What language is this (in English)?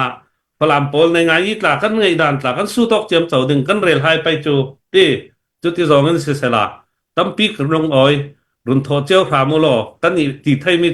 Hakha Chin